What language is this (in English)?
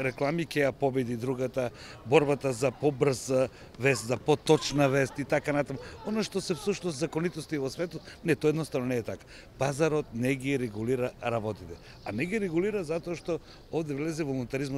Macedonian